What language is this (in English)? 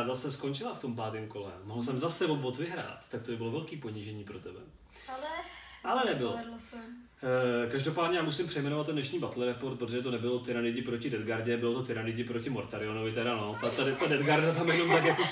Czech